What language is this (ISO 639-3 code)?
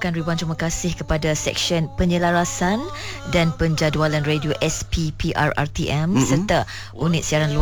msa